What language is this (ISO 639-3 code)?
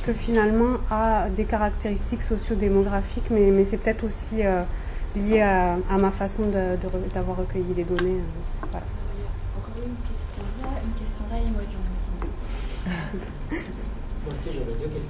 fra